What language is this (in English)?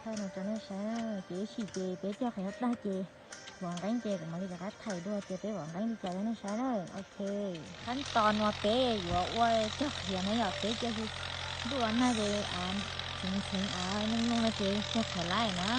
Hmong